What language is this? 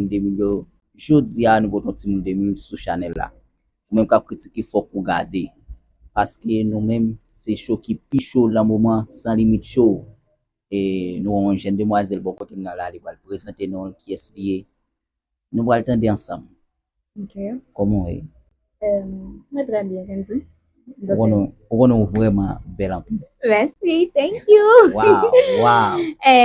Haitian Creole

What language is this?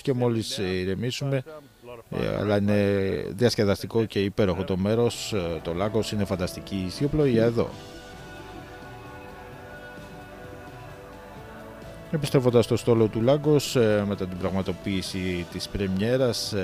Greek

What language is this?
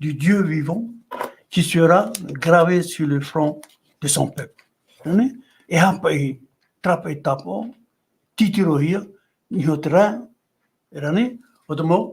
Tahitian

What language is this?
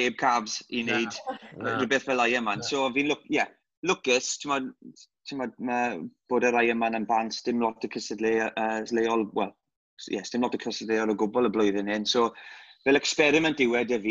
Welsh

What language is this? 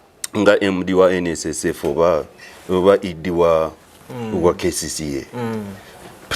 Ganda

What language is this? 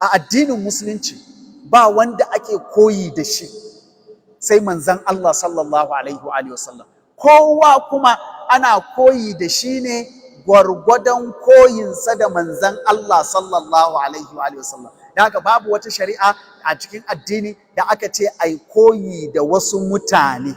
Hausa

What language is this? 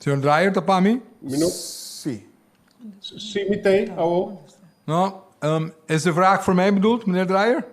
Papiamento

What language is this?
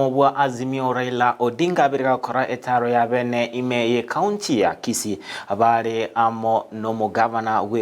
Gusii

